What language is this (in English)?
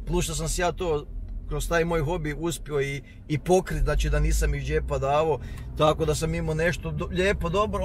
Croatian